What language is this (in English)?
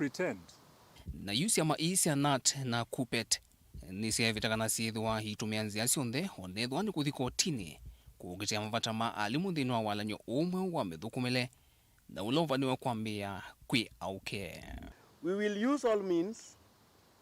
Kamba